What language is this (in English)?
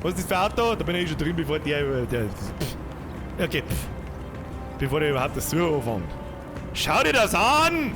Bavarian